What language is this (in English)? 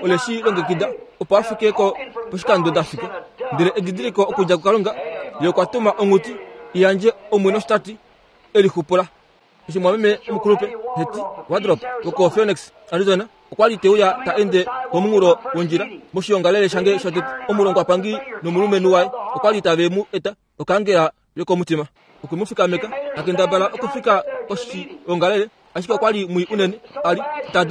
Kuanyama